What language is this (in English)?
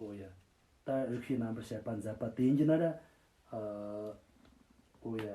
Tibetan